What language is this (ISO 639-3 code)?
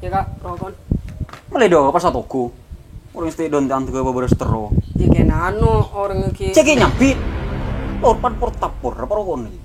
mad